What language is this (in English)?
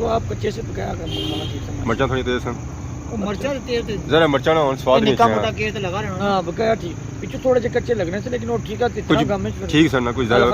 Pahari-Potwari